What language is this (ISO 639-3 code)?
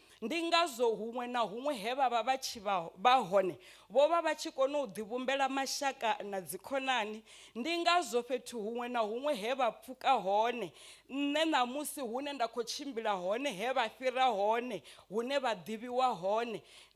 ven